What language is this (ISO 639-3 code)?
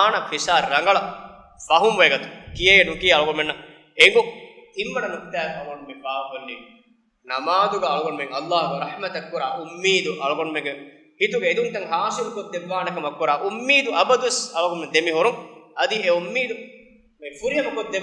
div